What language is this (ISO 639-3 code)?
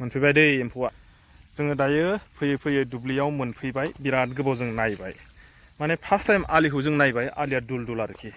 brx